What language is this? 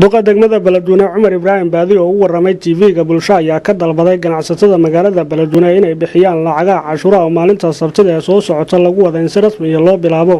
Somali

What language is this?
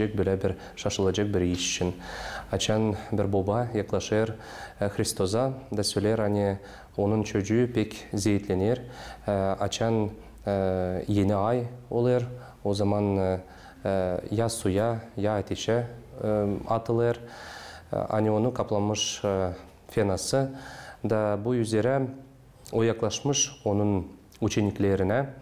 Gagauz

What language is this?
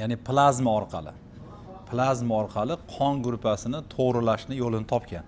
Uzbek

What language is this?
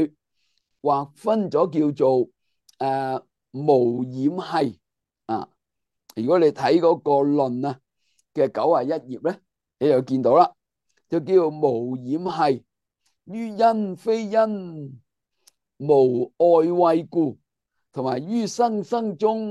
Cantonese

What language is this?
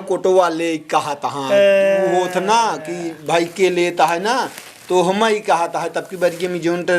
Awadhi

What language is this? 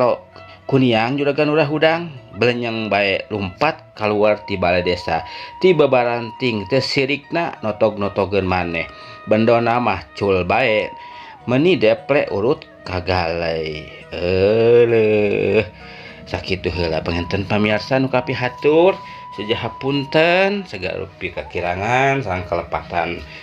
Sundanese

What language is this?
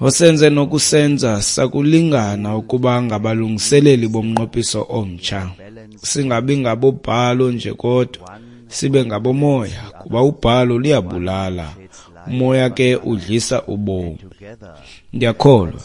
Xhosa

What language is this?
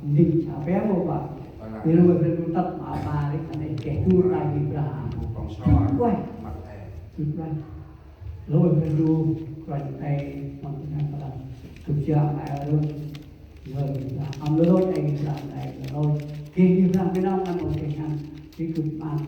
Central Mnong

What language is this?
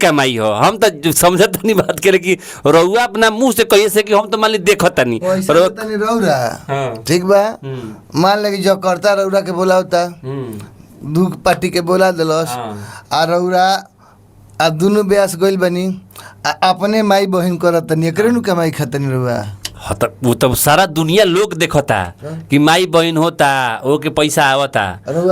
Bhojpuri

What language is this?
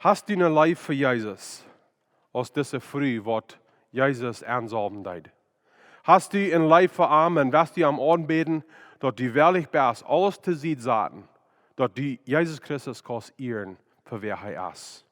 Plautdietsch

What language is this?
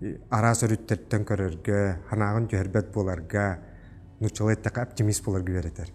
Yakut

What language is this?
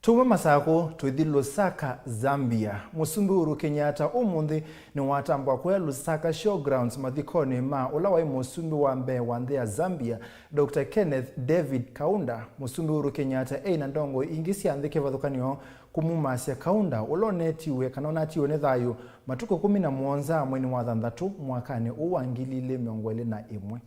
Kamba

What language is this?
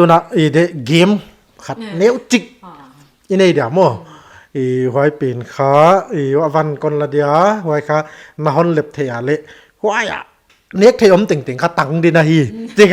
Paite Chin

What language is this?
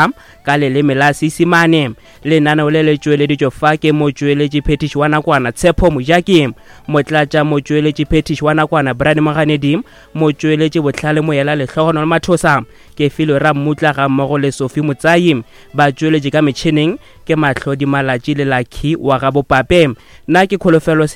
Northern Sotho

